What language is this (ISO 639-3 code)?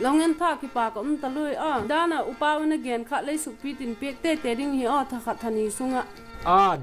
ctd